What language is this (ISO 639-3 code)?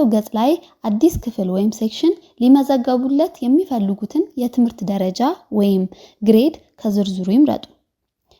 amh